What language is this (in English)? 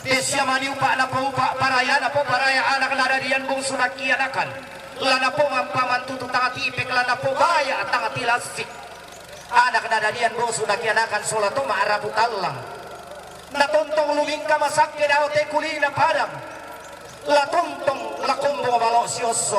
Toraja-Sa'dan